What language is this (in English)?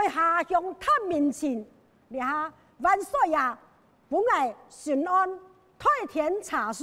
Hakka Chinese